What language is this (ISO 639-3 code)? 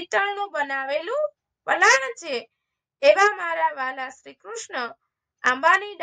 guj